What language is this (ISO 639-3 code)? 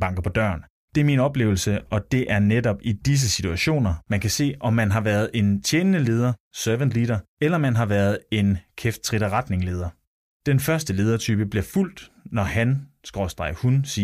dan